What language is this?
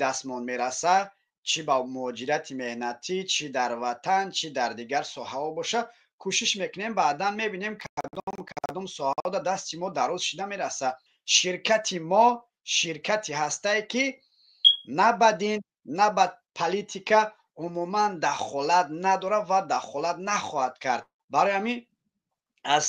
Tajik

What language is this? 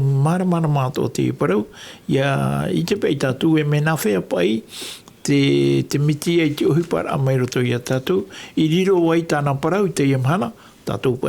Tahitian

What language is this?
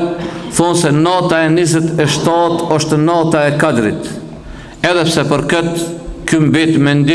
Albanian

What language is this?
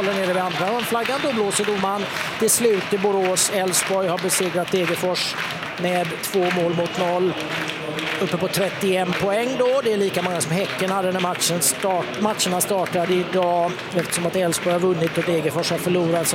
Swedish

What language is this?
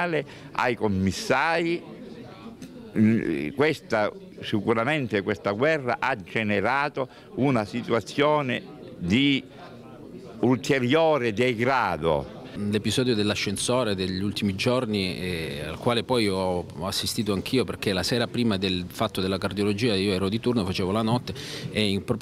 Italian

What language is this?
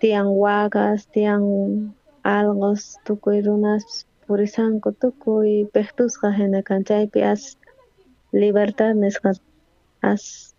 South Bolivian Quechua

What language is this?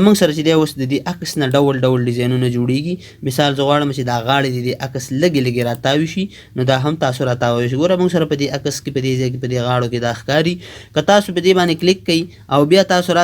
Pashto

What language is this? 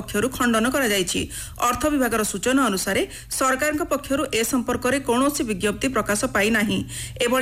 Odia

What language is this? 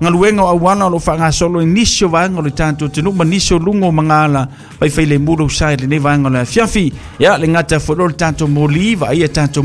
Samoan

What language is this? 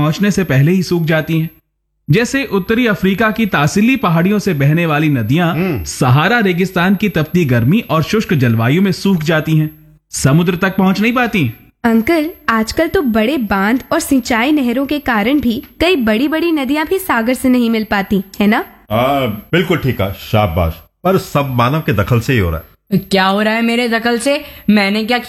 Hindi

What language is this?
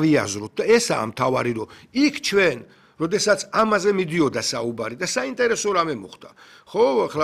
Georgian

